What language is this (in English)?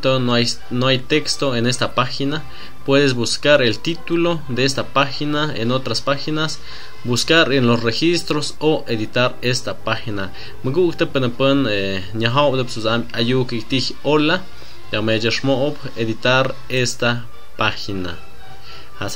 Tlahuitoltepec Mixe